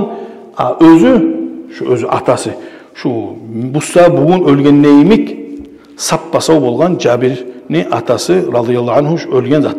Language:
Kumyk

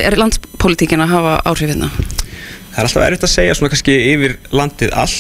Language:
Icelandic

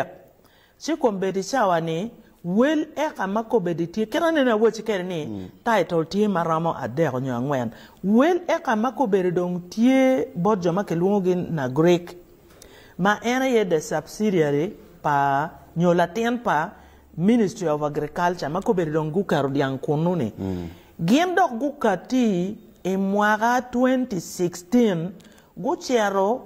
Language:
Acoli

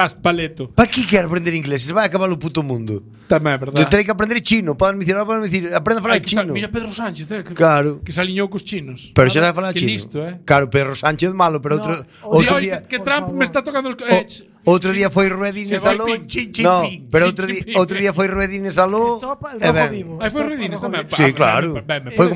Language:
Galician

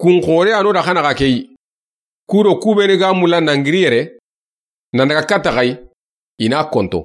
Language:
Soninke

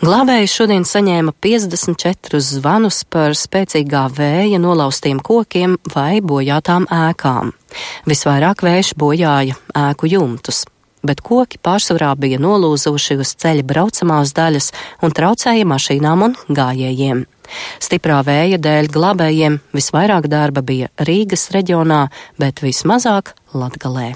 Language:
Latvian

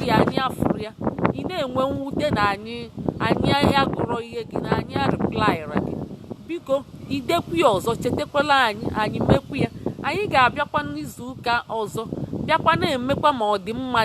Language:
Igbo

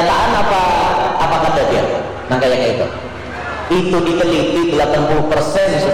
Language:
Banjar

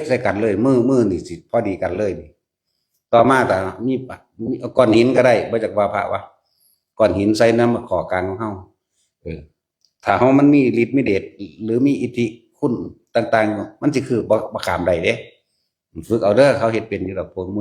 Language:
Northeastern Thai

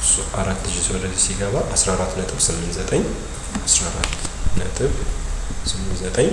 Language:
Amharic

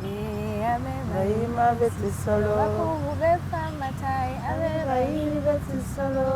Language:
Masaaba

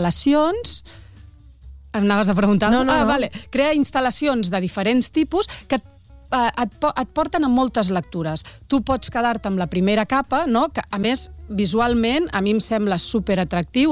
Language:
Catalan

